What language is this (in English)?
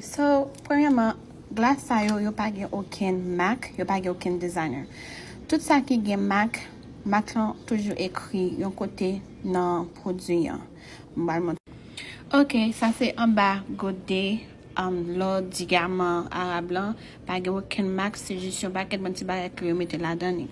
Haitian Creole